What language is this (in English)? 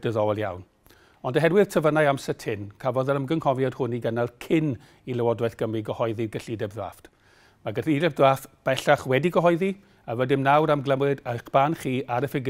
Welsh